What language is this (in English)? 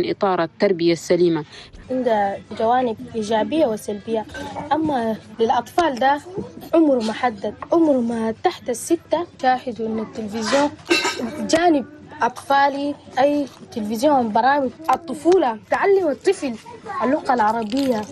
Chadian Arabic